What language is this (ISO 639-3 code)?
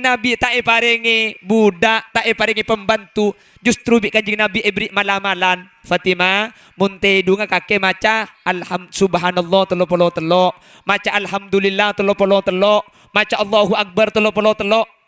mad